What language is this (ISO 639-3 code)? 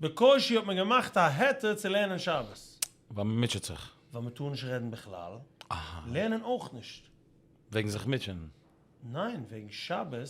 yid